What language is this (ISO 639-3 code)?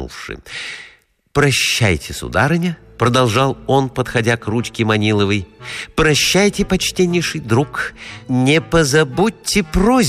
rus